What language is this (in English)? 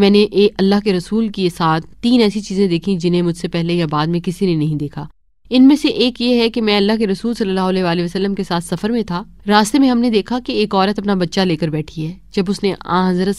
Urdu